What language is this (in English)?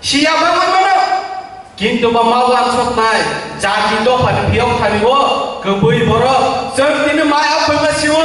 Kok Borok